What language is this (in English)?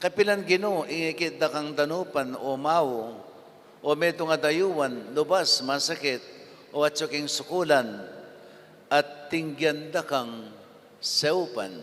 Pampanga